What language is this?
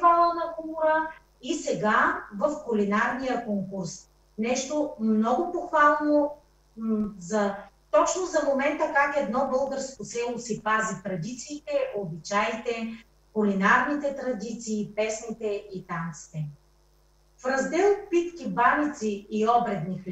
Bulgarian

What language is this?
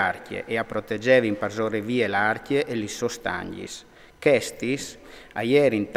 Friulian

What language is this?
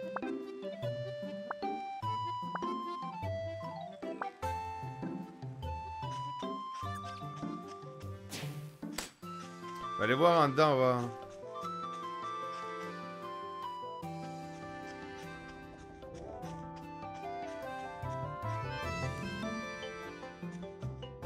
French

